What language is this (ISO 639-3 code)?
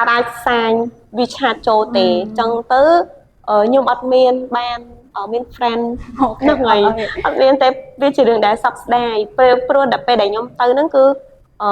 khm